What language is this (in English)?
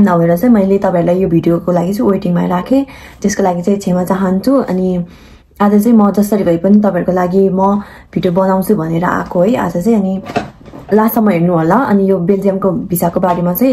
Nepali